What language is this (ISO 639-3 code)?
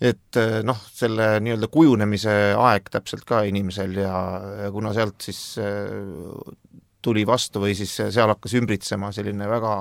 est